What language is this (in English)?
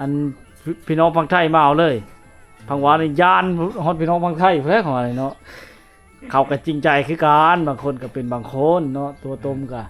Lao